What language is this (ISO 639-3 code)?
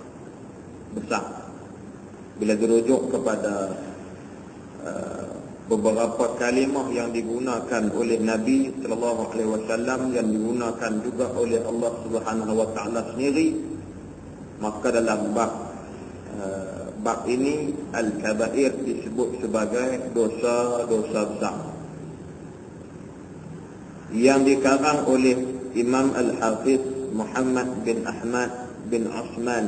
msa